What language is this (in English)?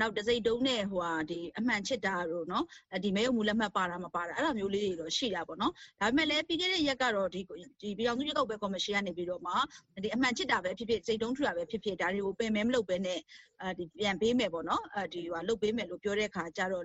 Burmese